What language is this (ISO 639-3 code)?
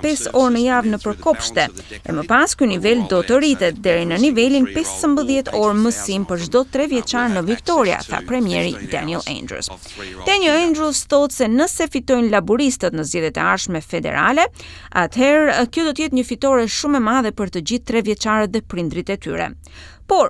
sqi